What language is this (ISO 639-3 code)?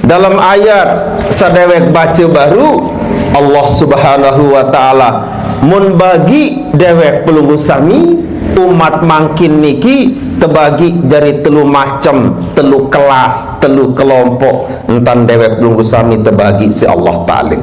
sas